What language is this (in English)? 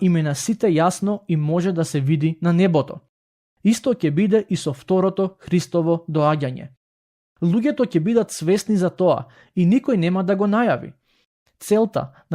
Macedonian